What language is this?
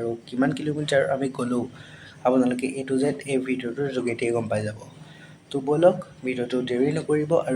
Assamese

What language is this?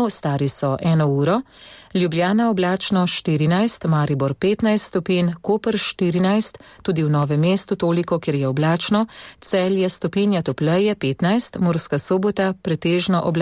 Slovenian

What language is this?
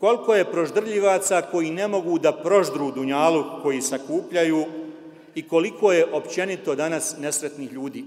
Bosnian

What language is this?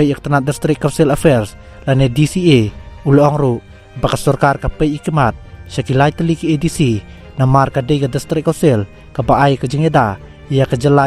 Khasi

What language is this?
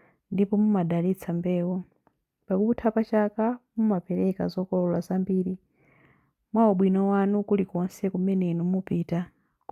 Nyanja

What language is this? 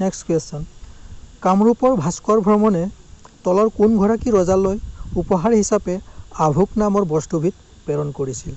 Assamese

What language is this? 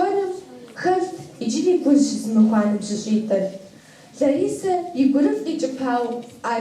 Kabardian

